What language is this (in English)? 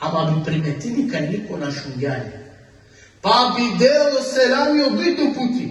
Balkan Romani